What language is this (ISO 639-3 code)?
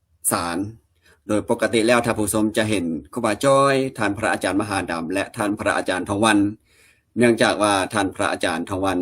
lao